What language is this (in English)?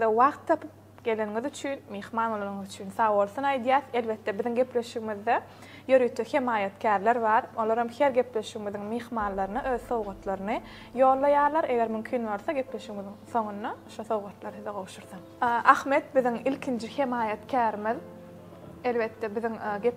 Turkmen